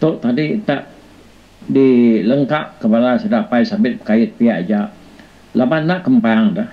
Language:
Iban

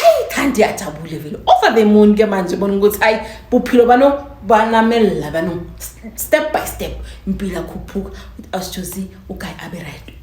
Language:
Zulu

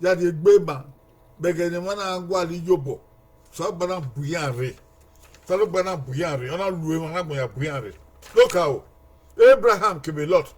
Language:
Bini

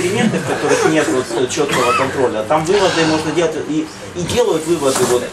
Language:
Russian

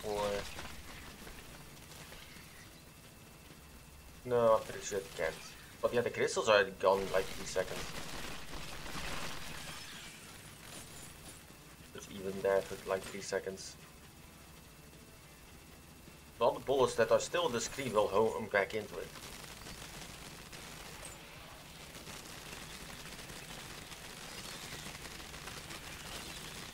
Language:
English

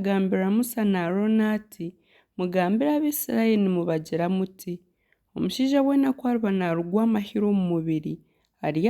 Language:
Nyankole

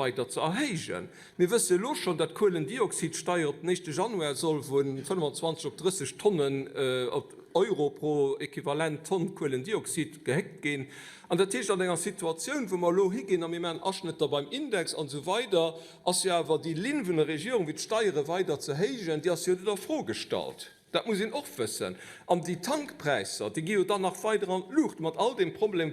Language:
Luxembourgish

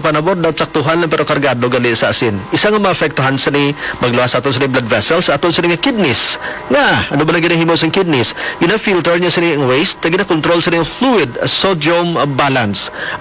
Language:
Hiligaynon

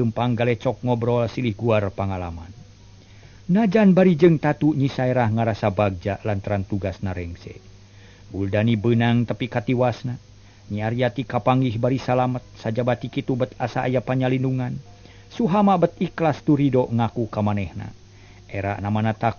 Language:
Sundanese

